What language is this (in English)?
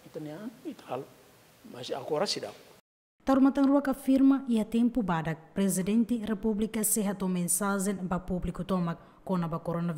Tetum